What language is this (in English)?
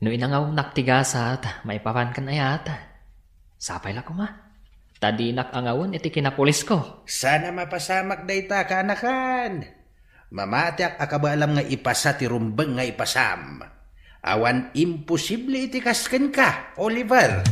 Iloko